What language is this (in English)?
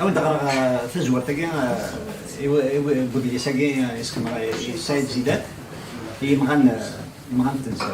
Kabyle